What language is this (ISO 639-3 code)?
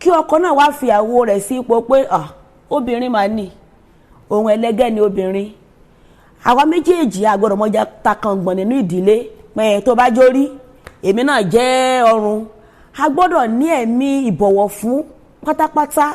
yor